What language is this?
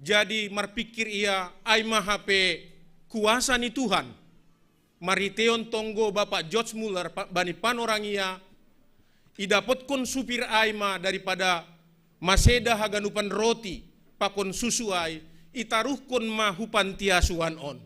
Batak Simalungun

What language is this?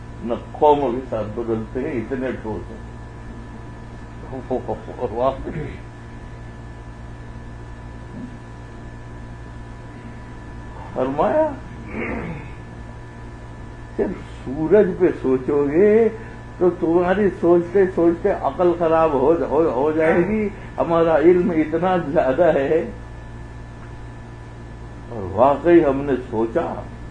Urdu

